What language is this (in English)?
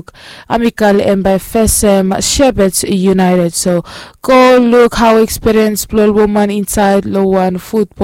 Bislama